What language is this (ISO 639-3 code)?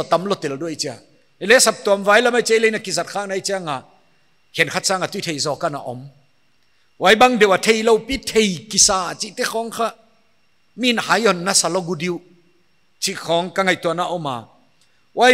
pck